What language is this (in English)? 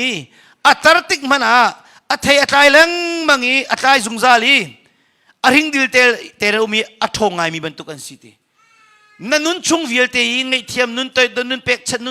Hakha Chin